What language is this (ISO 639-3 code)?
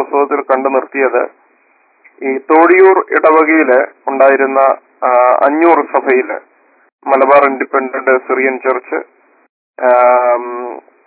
mal